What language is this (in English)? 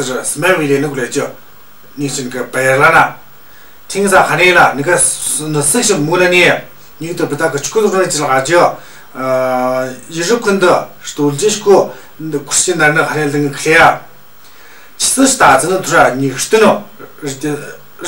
Tu